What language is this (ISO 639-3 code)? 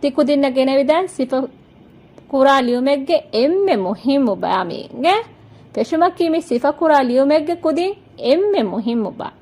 div